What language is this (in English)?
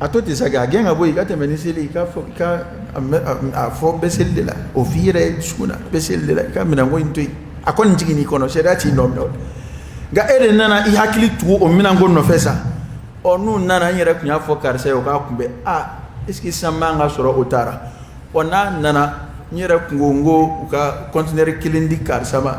Dyula